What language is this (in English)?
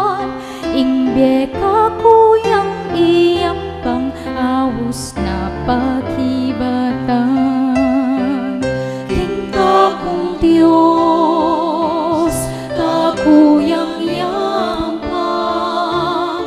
Pampanga